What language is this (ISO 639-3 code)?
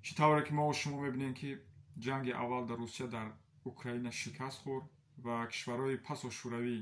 tgk